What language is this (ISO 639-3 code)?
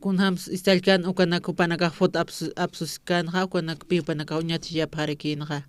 aym